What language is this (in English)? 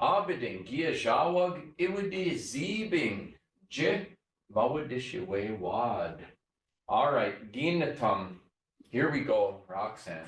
Chippewa